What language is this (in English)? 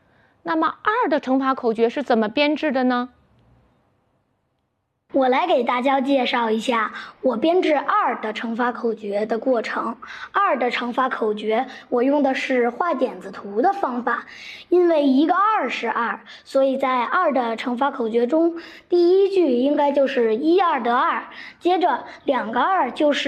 Chinese